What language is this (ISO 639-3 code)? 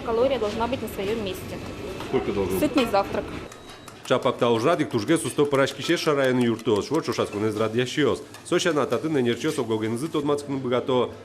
udm